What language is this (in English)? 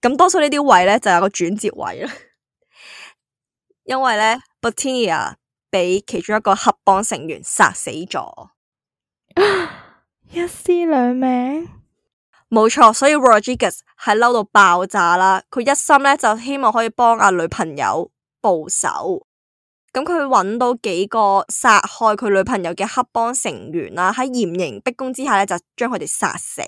Cantonese